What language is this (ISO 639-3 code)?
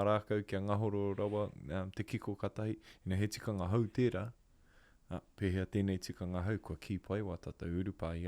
mri